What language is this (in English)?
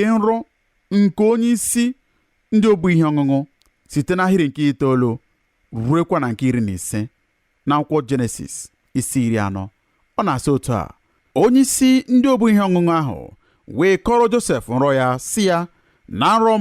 Igbo